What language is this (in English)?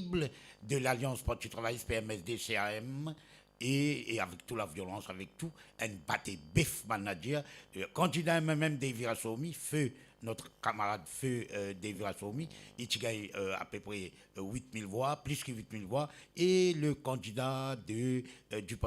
Morisyen